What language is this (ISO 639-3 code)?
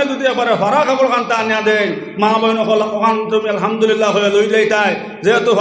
syl